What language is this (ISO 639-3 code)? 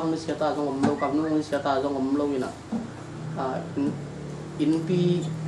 ctd